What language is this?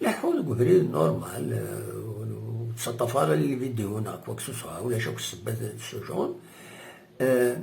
Kabyle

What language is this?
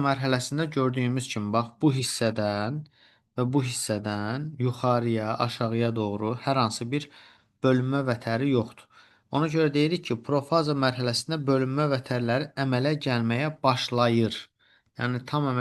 Azerbaijani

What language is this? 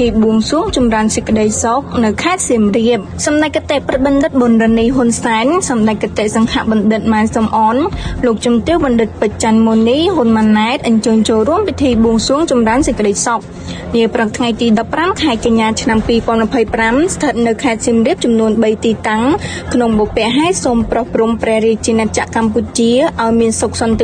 Khmer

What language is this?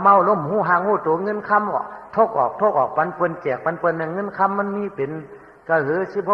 Shan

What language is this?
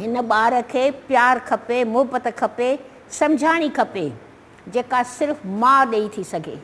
Sindhi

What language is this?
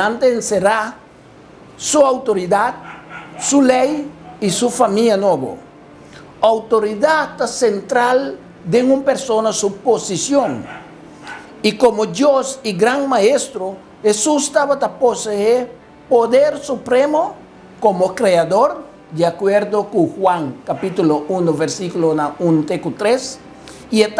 Papiamento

